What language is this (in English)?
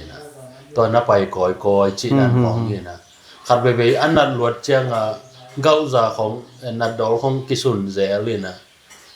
Tedim Chin